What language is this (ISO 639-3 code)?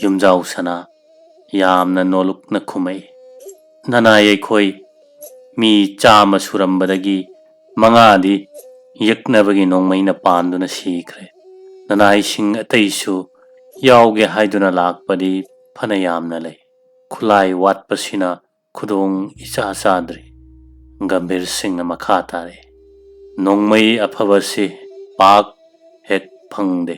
mni